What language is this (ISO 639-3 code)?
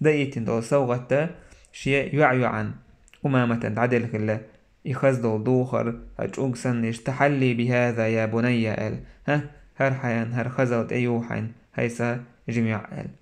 che